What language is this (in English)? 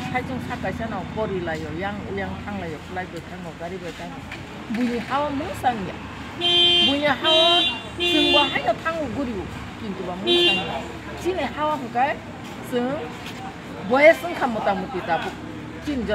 Kok Borok